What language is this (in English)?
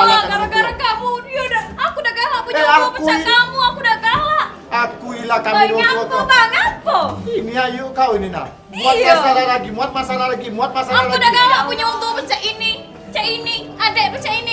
Musi